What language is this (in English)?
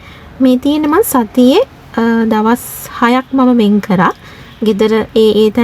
Sinhala